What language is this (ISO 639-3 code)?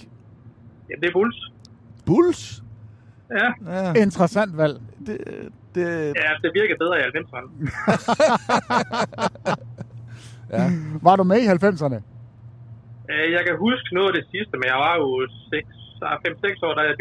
dan